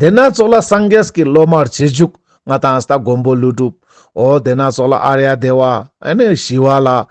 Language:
Ladakhi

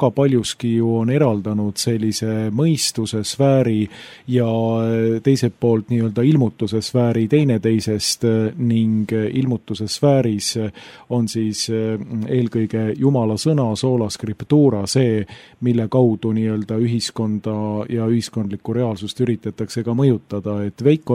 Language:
Estonian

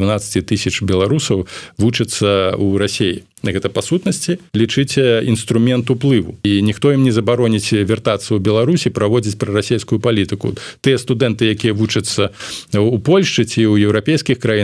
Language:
Belarusian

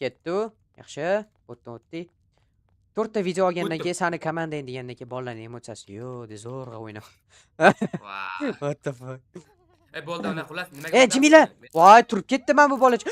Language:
Uzbek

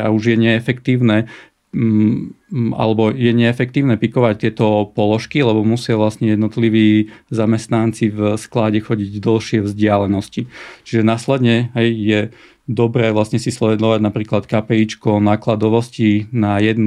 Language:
Slovak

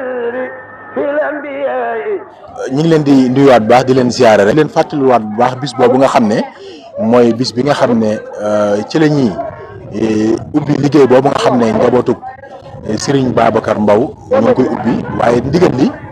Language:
Wolof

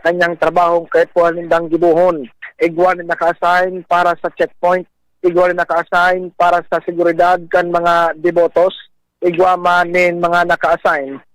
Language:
Bikol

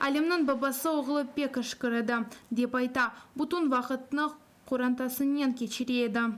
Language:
Crimean Tatar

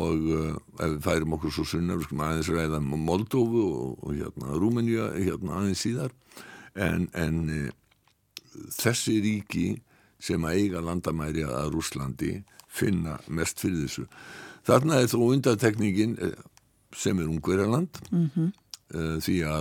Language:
Icelandic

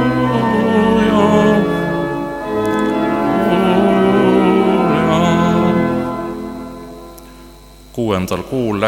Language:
Estonian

